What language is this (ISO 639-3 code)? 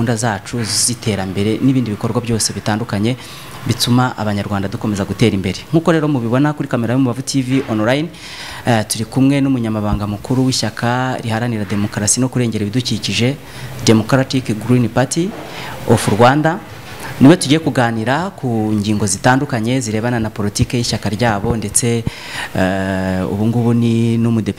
kin